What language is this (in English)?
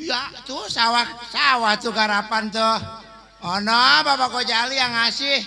Betawi